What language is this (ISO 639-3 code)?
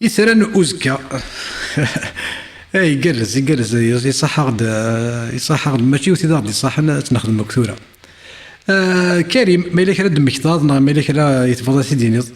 kab